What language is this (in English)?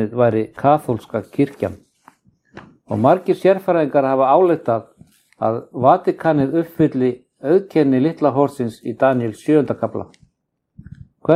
Icelandic